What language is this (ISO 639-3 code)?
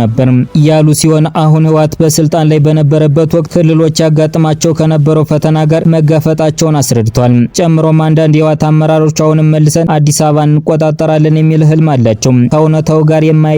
amh